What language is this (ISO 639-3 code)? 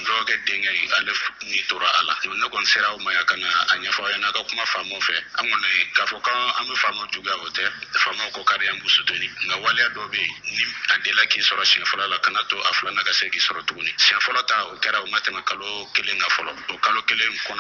bam